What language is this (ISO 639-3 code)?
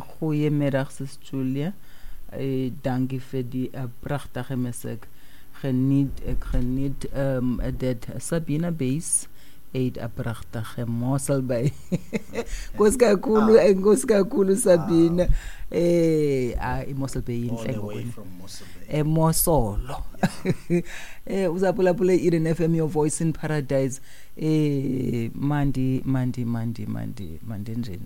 xho